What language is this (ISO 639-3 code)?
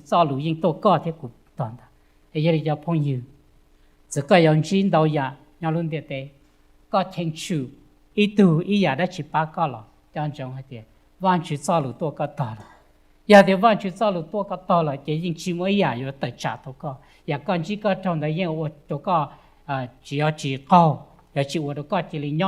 hmn